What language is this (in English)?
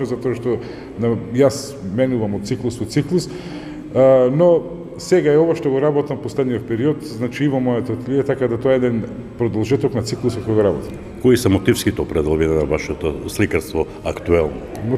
Macedonian